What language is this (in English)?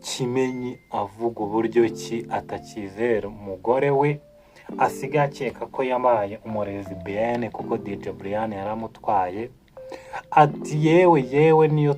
Kinyarwanda